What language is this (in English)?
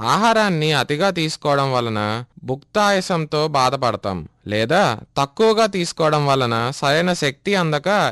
Telugu